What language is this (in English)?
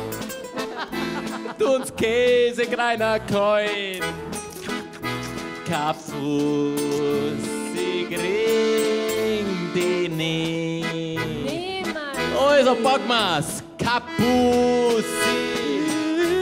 German